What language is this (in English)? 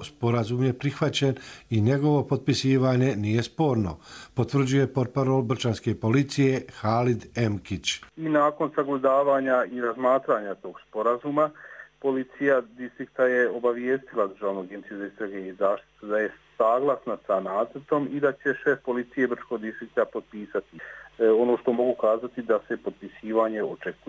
Croatian